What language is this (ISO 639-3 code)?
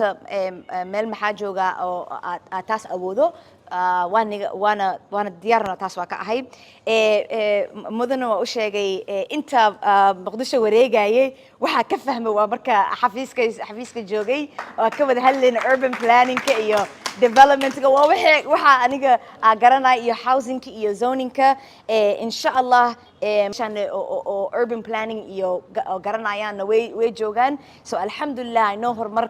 som